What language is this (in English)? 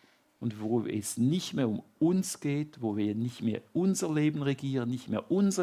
Swiss German